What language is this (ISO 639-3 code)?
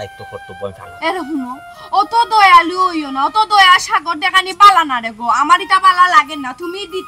syl